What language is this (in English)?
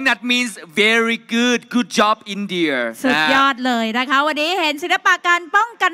Thai